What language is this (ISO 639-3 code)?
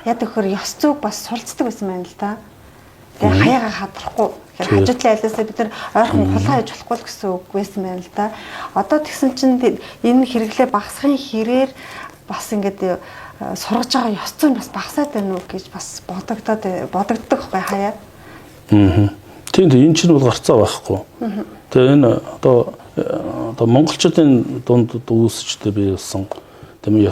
mon